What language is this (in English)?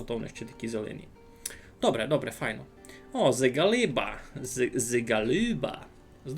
Rusyn